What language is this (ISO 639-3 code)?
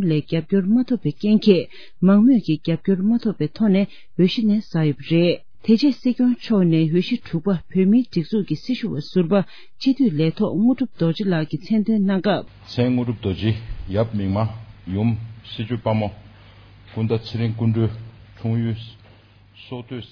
bod